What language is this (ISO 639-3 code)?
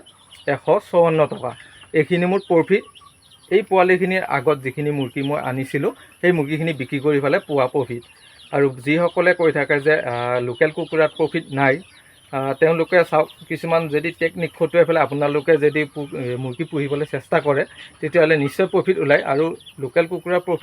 asm